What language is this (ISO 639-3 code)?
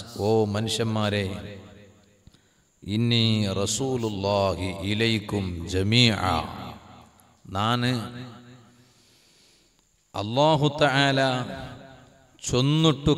mal